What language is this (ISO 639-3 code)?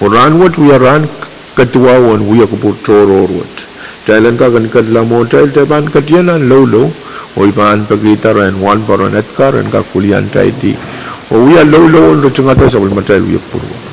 pon